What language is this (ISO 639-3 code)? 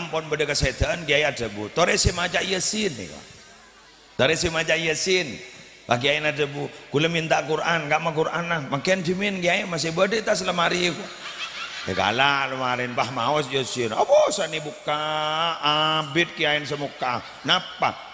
mad